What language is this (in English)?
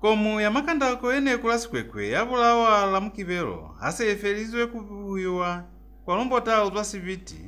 Lozi